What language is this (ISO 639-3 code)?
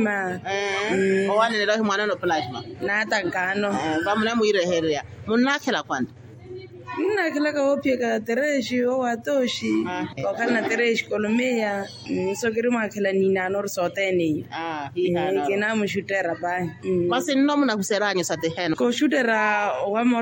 vmw